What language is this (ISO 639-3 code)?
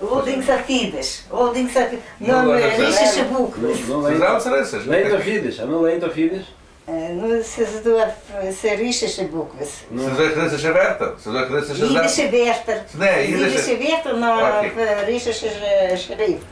yid